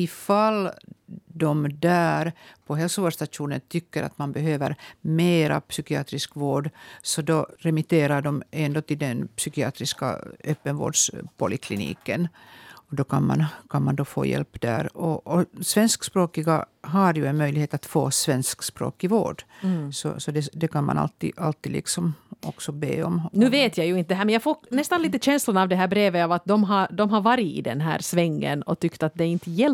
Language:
Swedish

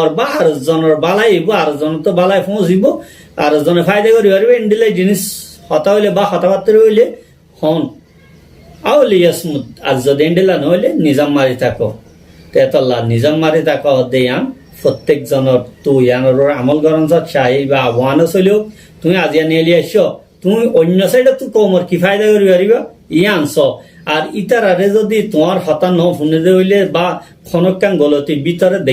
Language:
Rohingya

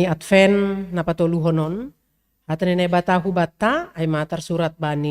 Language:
Batak Simalungun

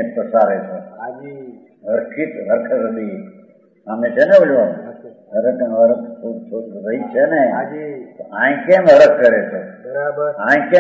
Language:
Gujarati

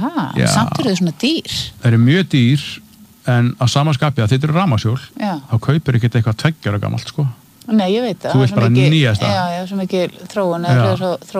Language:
Icelandic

